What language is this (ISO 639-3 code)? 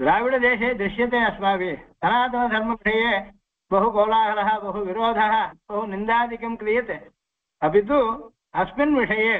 san